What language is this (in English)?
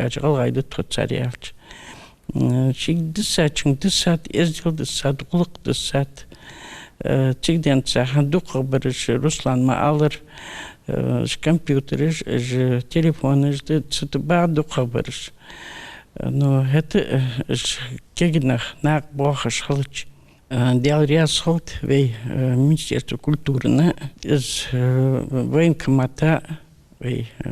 Ingush